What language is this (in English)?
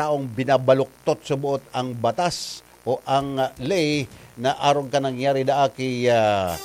Bikol